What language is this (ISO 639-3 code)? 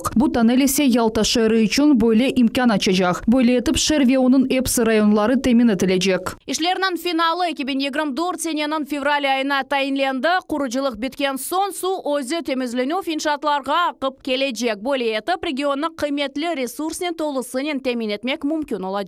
crh